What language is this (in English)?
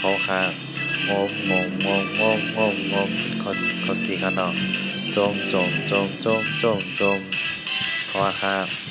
Shan